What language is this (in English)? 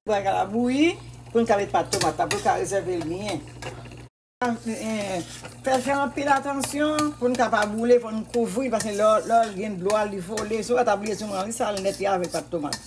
Haitian Creole